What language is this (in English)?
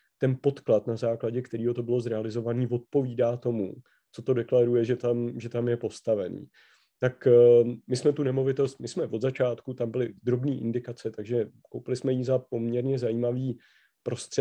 Czech